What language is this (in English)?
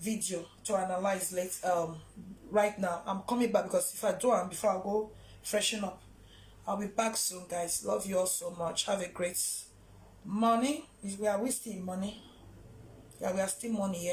Nigerian Pidgin